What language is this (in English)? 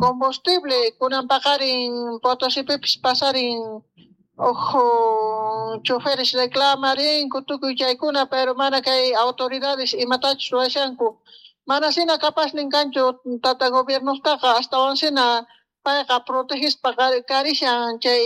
Quechua